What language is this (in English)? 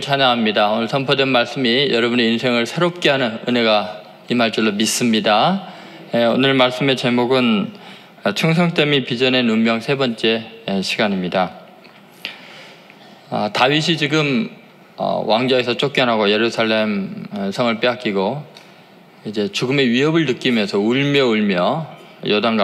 Korean